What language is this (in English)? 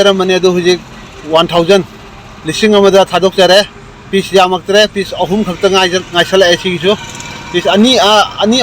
Manipuri